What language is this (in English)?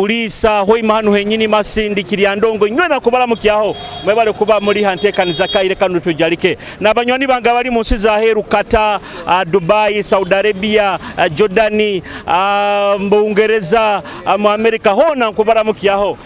Nyoro